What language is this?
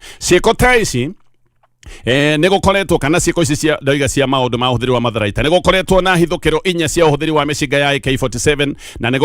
Kikuyu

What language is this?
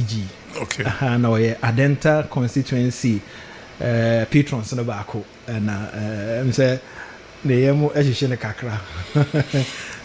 Akan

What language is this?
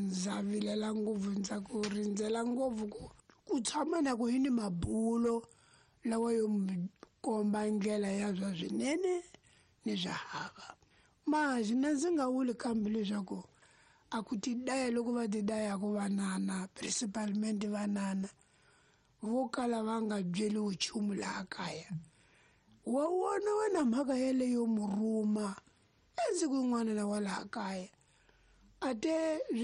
Tsonga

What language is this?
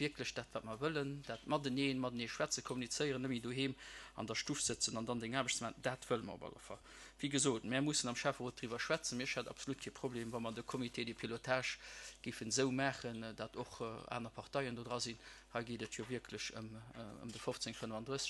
Luxembourgish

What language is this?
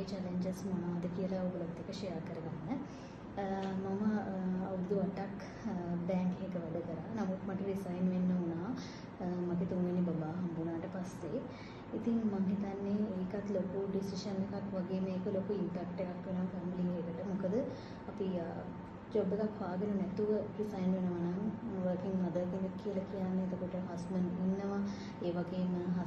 Sinhala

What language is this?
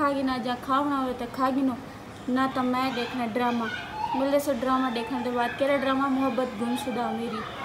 Saraiki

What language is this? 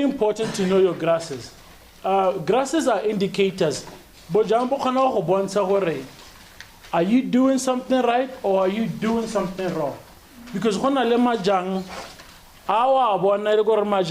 Tswana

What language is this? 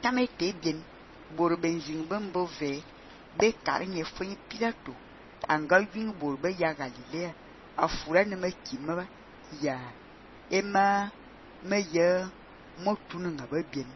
Fang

